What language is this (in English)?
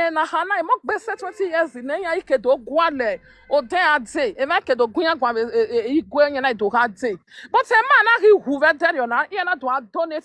Nigerian Pidgin